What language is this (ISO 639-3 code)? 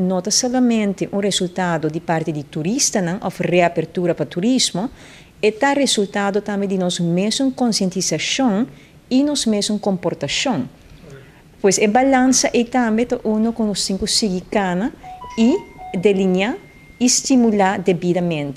pap